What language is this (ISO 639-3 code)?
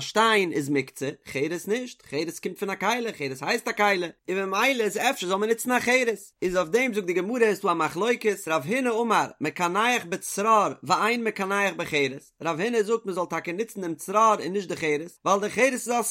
yid